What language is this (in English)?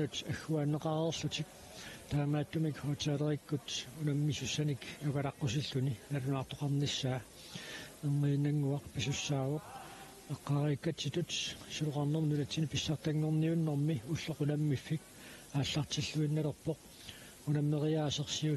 Kalaallisut